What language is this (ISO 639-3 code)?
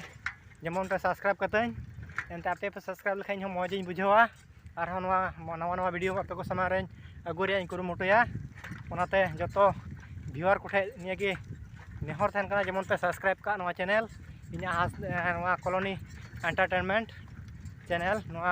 sat